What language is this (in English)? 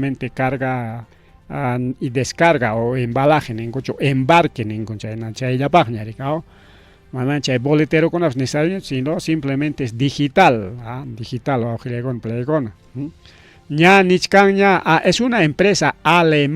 Ayacucho Quechua